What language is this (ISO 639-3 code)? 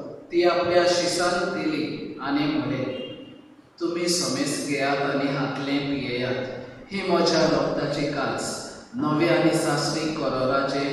kok